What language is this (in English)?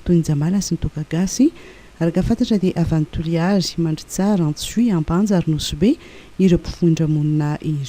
Malagasy